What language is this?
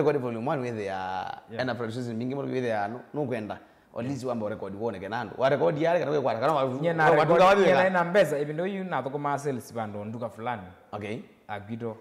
Kamba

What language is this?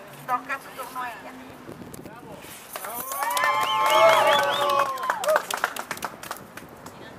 Spanish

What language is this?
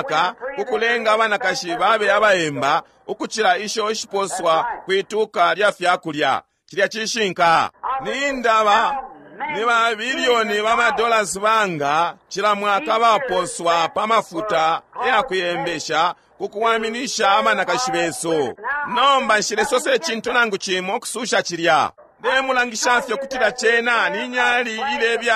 Bemba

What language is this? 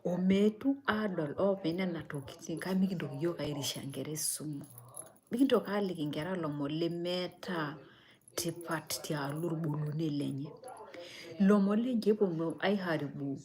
Masai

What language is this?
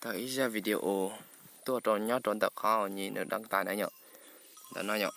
Hmong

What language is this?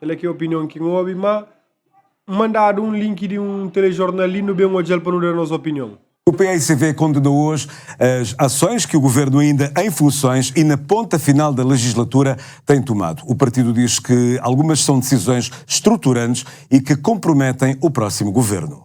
Kabuverdianu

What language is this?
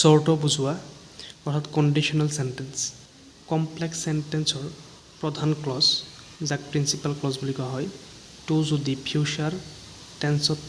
Assamese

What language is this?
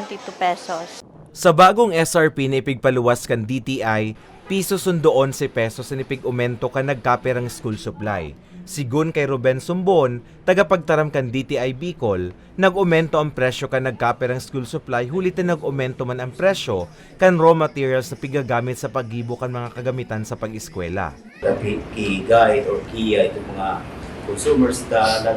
Bikol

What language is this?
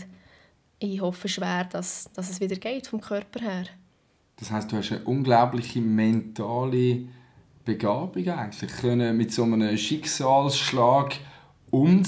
Swiss German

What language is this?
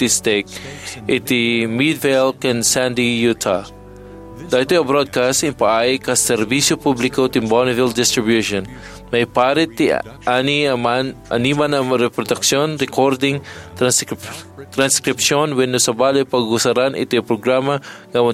Iloko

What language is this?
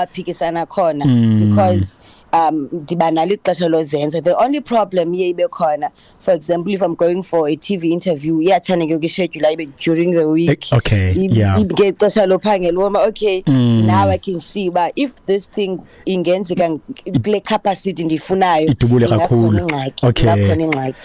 Xhosa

